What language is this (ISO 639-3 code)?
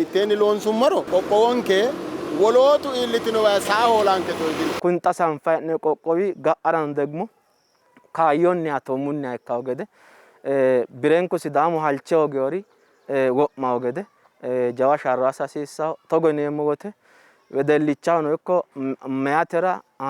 sid